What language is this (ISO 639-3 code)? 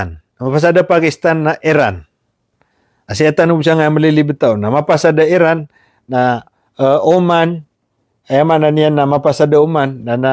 mrw